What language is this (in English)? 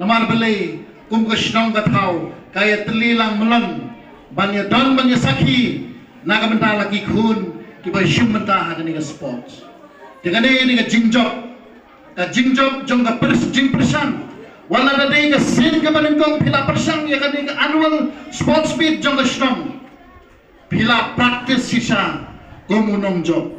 Khasi